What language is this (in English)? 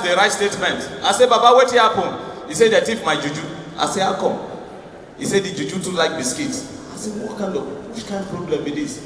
Nigerian Pidgin